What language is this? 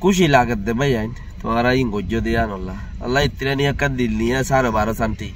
Rohingya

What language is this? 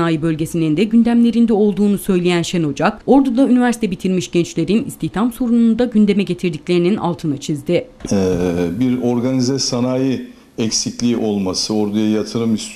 Turkish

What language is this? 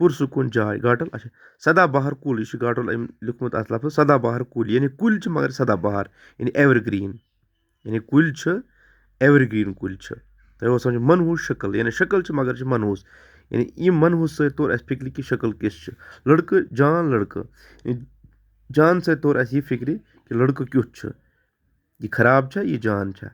Kashmiri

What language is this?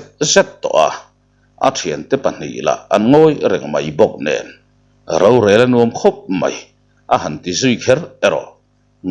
Mizo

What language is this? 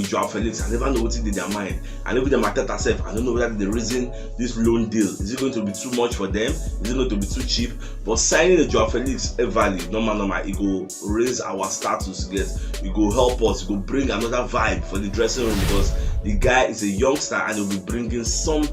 Nigerian Pidgin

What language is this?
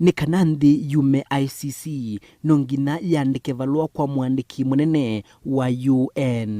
Kamba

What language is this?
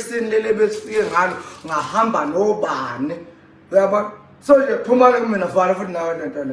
Zulu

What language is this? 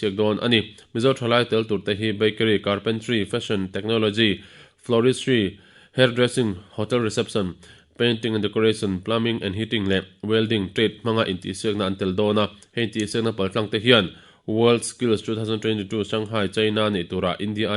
Mizo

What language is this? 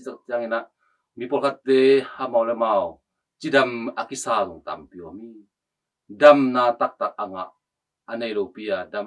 Tedim Chin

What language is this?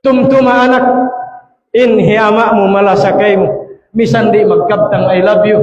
Tausug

